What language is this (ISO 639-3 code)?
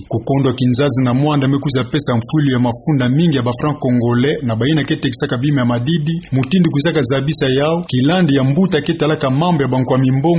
ktu